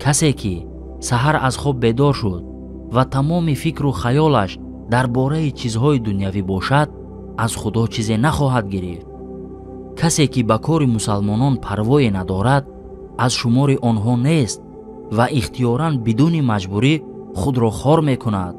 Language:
Tajik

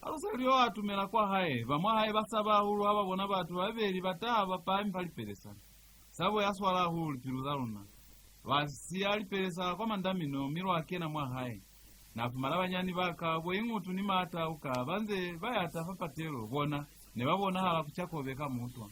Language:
Lozi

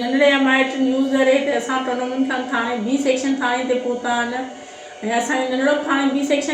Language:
Sindhi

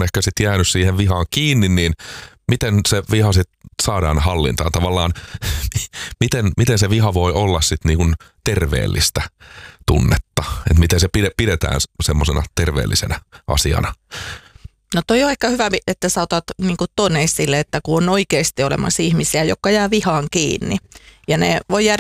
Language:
Finnish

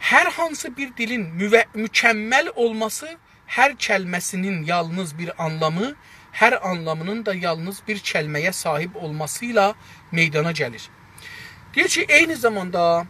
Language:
South Azerbaijani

